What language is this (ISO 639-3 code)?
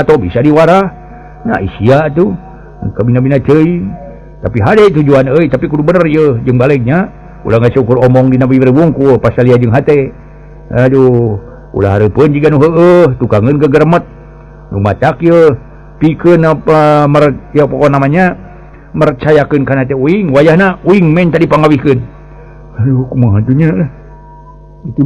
sun